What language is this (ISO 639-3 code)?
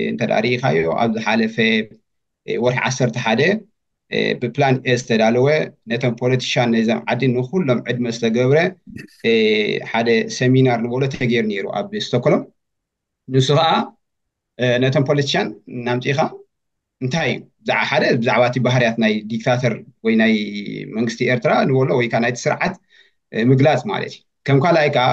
tir